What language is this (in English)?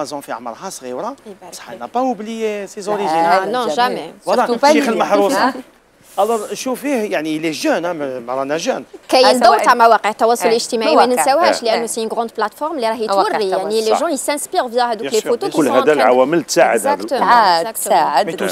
Algerian Arabic